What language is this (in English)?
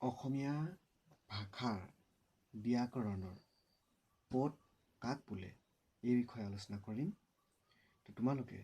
Assamese